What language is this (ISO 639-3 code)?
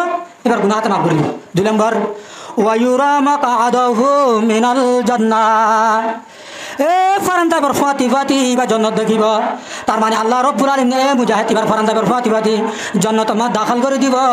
rhg